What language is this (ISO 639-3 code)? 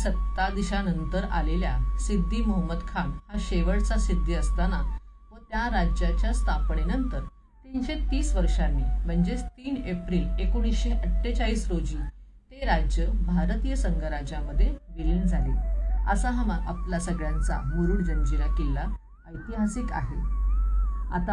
mar